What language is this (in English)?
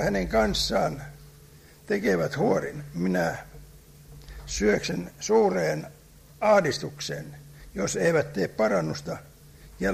Finnish